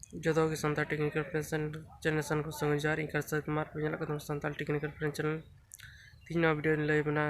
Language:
Santali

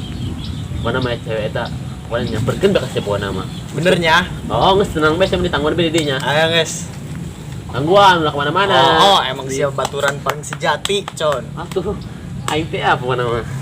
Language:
Sundanese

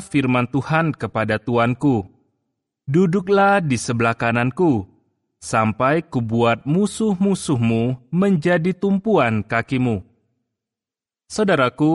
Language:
Indonesian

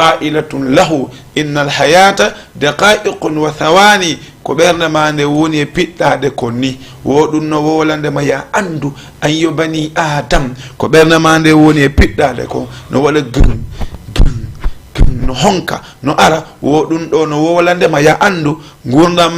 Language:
Fula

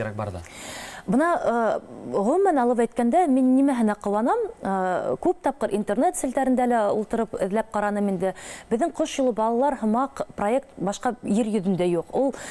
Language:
Bashkir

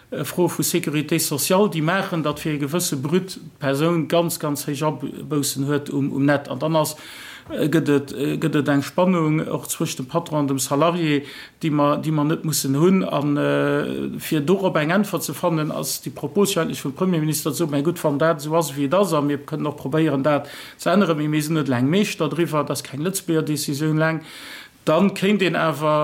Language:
Luxembourgish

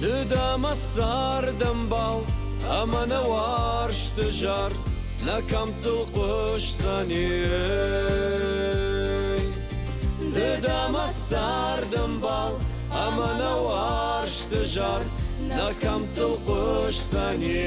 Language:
Ossetic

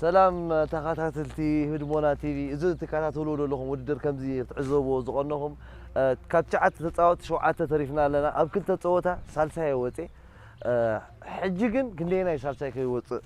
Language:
Tigrinya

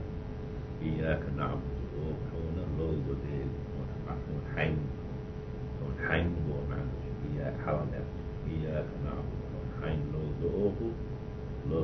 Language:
Chechen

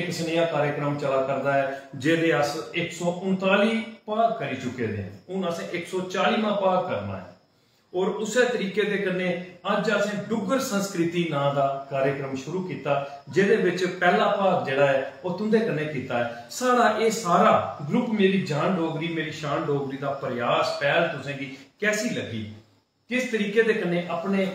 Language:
Dogri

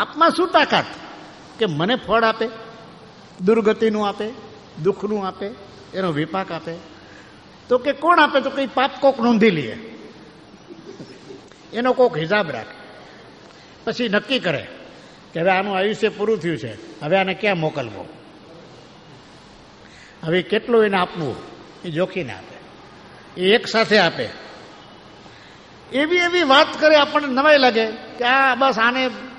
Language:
Gujarati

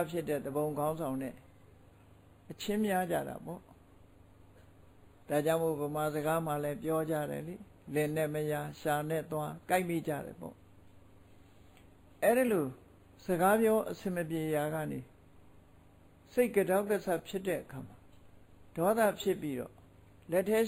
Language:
Burmese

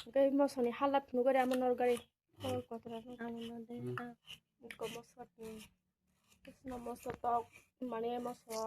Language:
Kok Borok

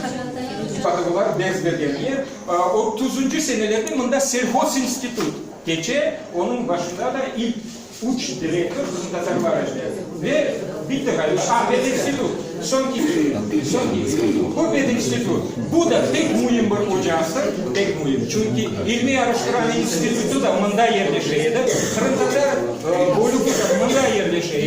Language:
Crimean Tatar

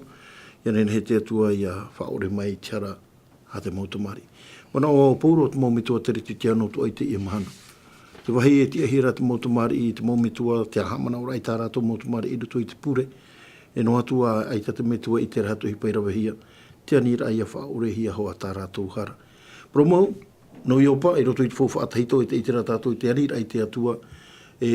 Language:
Tahitian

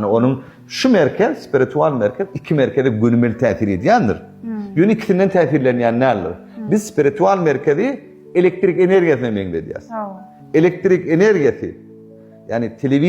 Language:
Turkmen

